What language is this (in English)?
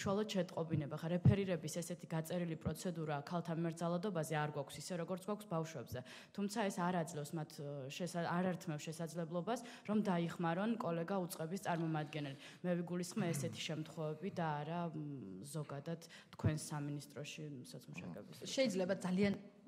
Georgian